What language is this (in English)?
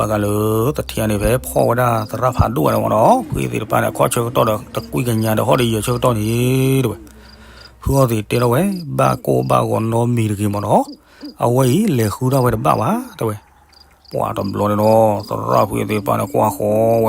S'gaw Karen